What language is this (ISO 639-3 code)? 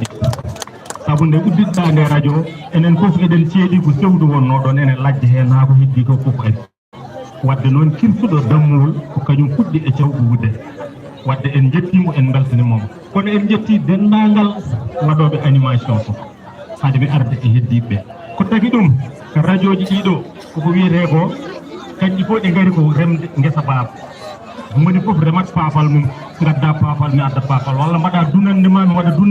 ful